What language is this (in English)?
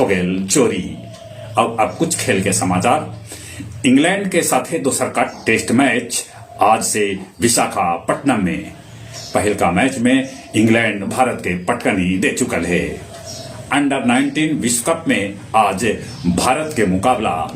Magahi